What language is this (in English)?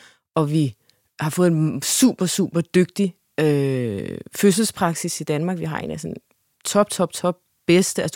Danish